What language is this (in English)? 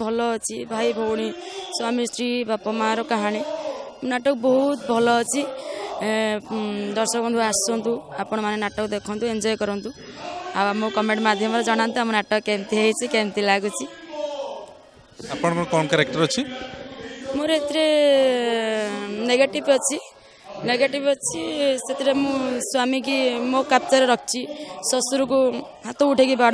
Odia